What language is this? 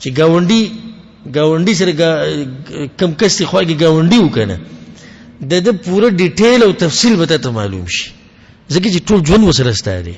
Pashto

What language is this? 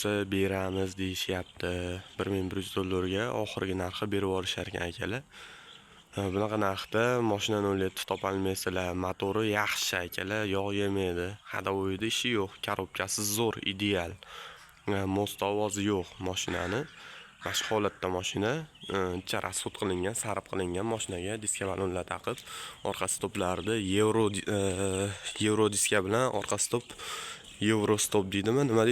Uzbek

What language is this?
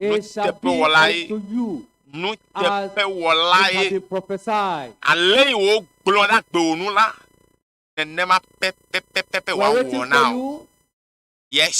Ewe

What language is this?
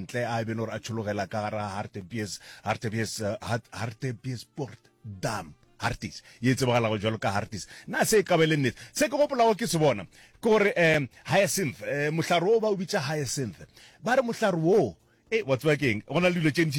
Northern Sotho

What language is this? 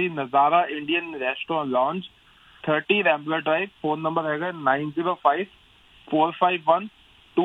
Punjabi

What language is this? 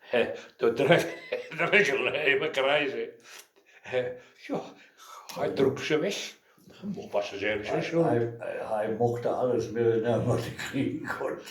Westphalien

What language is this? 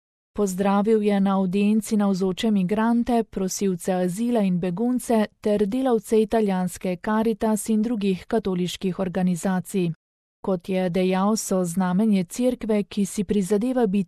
Slovenian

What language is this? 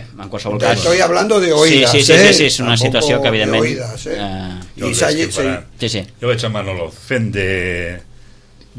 Catalan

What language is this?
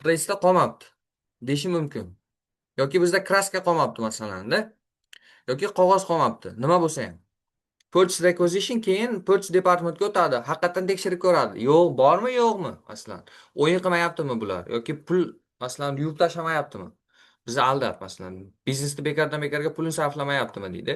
Uzbek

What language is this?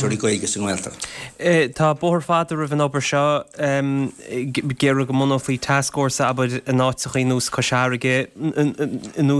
Irish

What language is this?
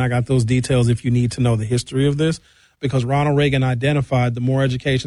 English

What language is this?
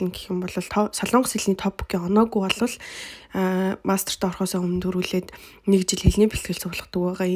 Mongolian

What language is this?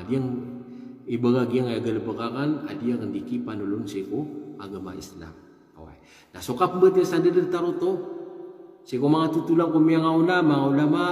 Maranao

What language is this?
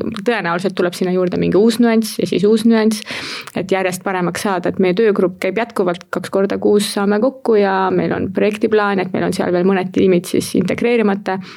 Estonian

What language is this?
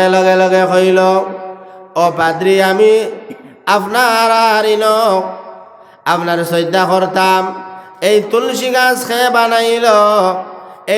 Sylheti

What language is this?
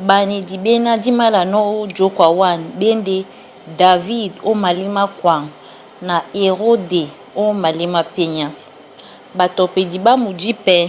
Duala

